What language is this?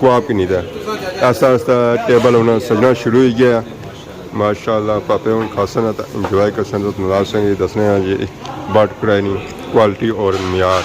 Pahari-Potwari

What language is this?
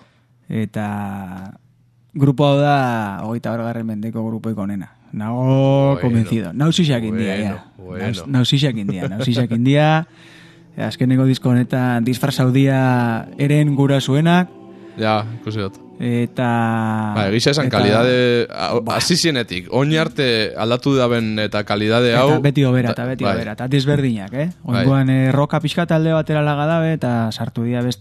Basque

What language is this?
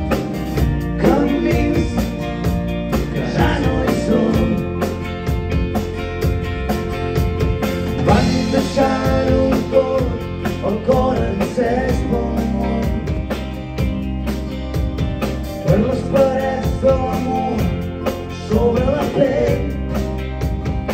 Catalan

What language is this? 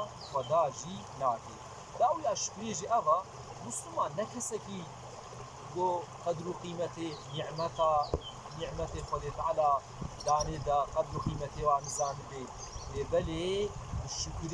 Kurdish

